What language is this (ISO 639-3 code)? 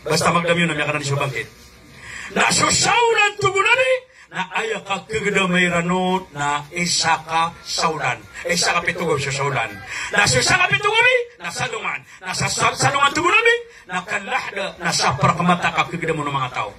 mrw